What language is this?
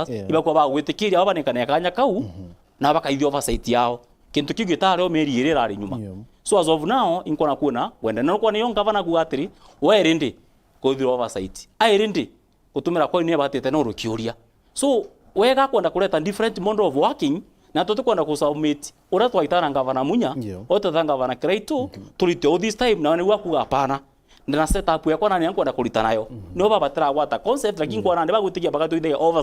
Meru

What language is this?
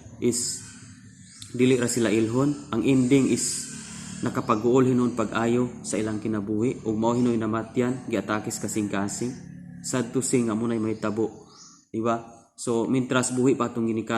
Cebuano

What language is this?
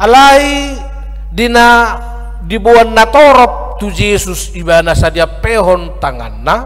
Batak Toba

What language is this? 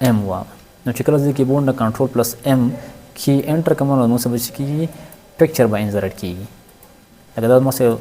Pashto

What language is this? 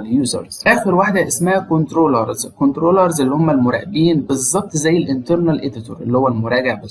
Egyptian Arabic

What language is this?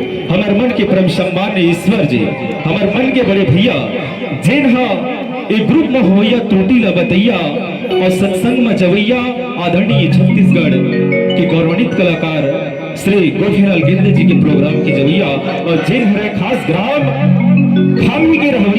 Chhattisgarhi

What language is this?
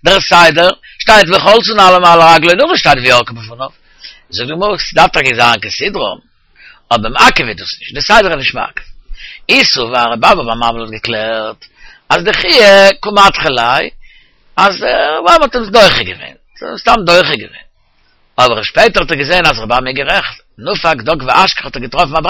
Yiddish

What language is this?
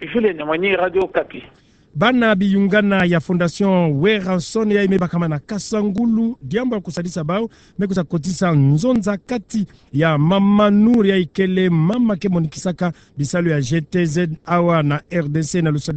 Kituba (Democratic Republic of Congo)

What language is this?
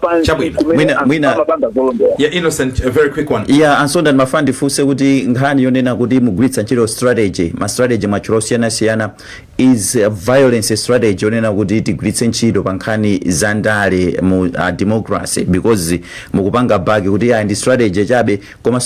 Nyanja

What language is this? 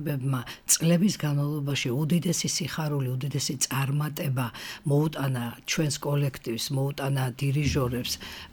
Georgian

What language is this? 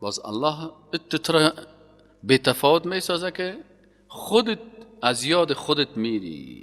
Persian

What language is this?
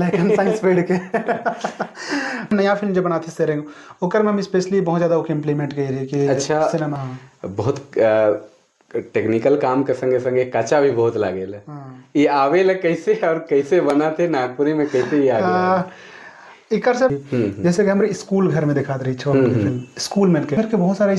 Sadri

